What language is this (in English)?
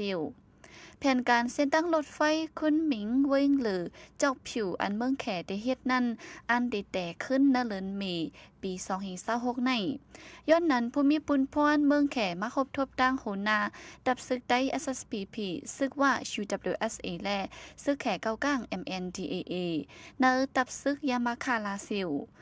Shan